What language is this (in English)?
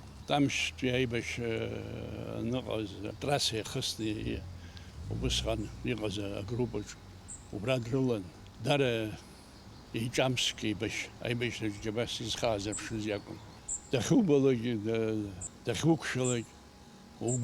Abkhazian